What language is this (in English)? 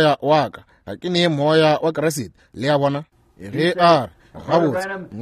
Northern Sotho